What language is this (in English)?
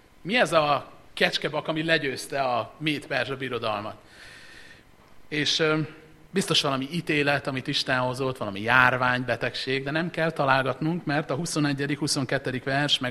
Hungarian